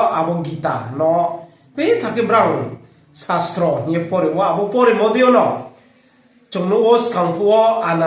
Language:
Riang (India)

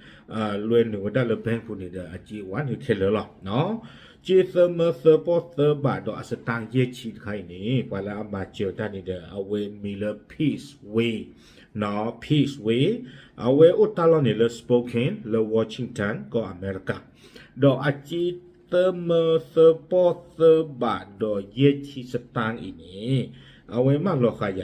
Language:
S'gaw Karen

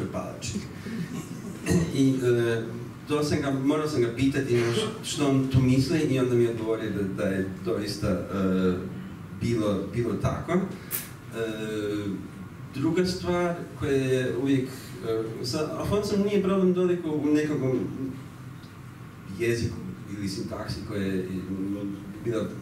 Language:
Croatian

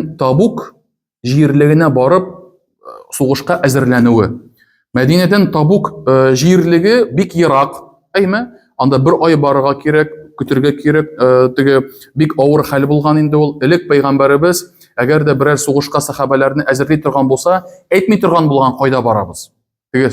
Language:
Tatar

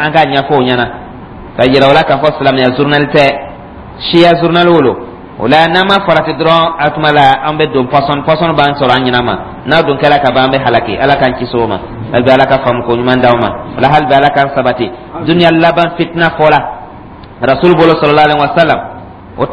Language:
Dyula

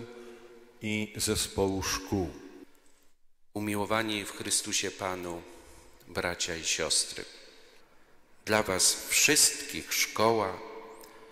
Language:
Polish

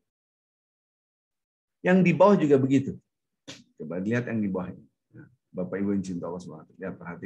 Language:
Indonesian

